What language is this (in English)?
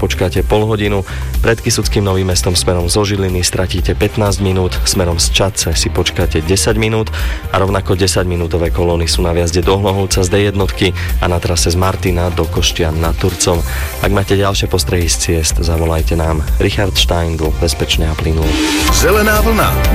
Slovak